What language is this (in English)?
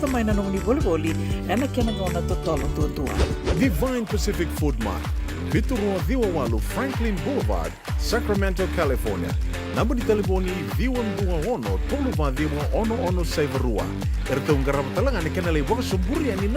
Fijian